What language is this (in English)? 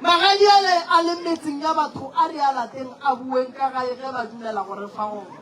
Northern Sotho